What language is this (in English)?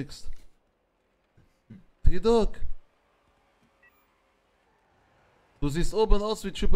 German